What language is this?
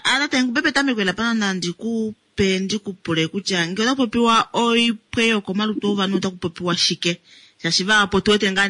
Kuanyama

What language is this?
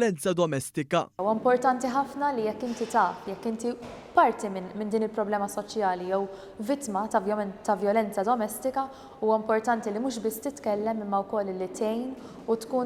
Maltese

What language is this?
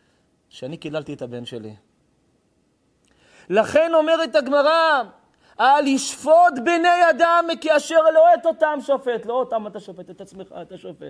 Hebrew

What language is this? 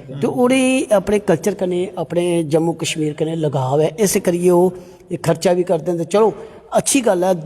Dogri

